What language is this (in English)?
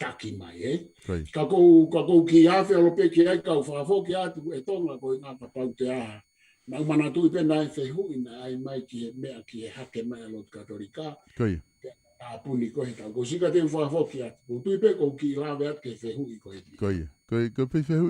Tongan